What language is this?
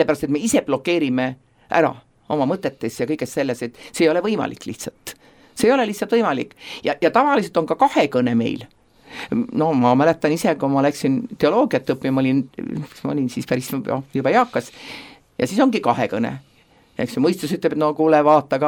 Estonian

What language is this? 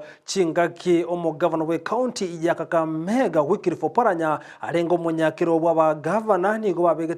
Gusii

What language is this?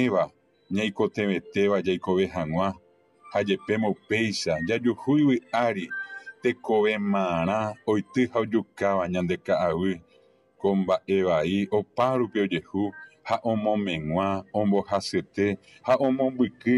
Guarani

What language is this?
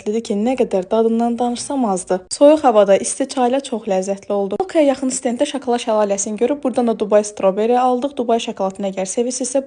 Azerbaijani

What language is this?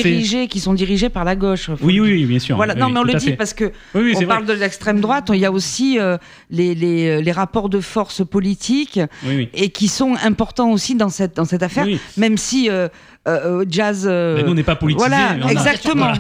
French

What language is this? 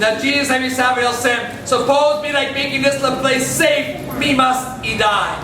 Tok Pisin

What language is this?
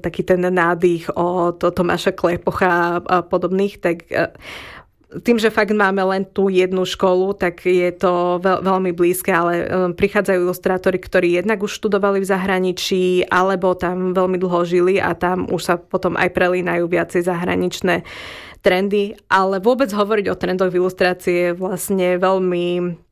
Slovak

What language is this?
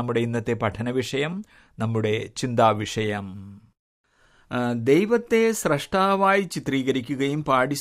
Malayalam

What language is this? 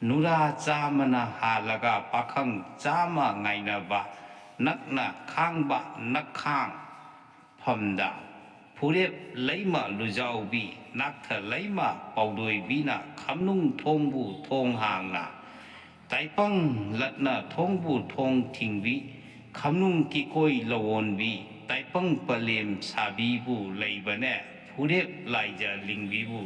Manipuri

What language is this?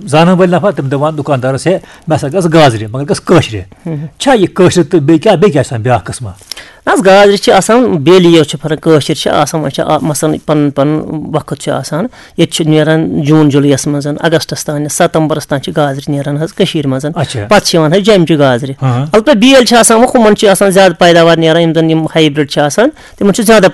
Kashmiri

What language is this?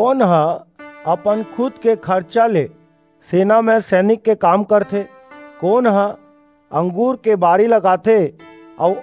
Chhattisgarhi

